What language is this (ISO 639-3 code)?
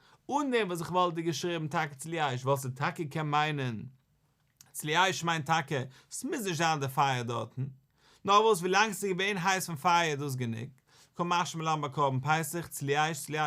yid